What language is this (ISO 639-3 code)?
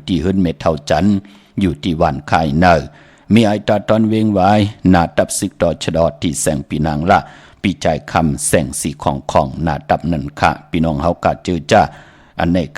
shn